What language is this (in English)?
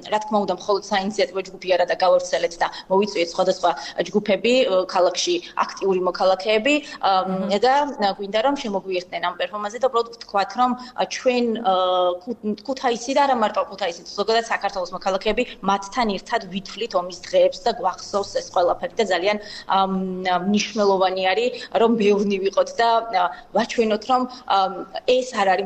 Georgian